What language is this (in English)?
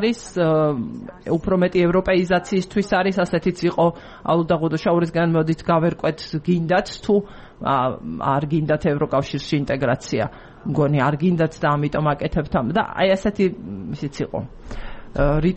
Georgian